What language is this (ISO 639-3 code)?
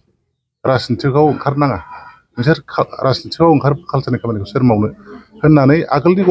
brx